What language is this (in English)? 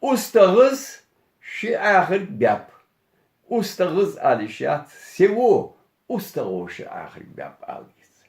Ingush